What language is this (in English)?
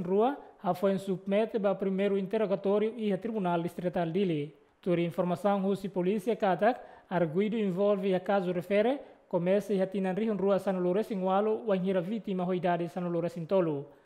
Tetum